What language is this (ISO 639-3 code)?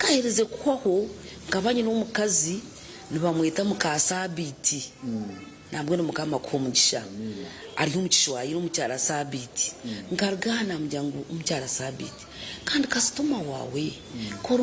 nyn